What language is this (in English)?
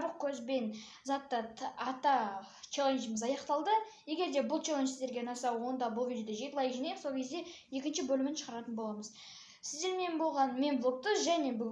Kazakh